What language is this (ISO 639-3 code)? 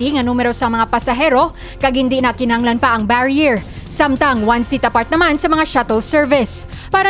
hil